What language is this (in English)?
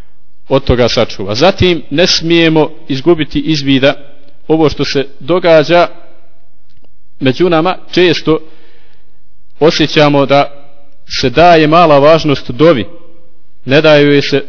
Bosnian